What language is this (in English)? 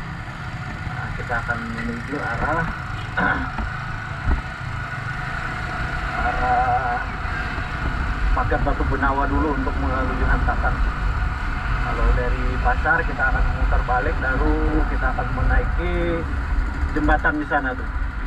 Indonesian